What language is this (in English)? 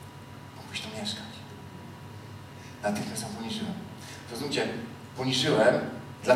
Polish